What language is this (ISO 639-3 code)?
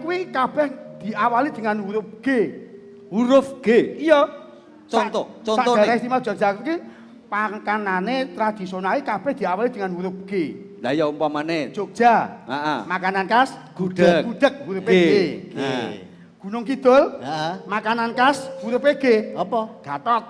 jav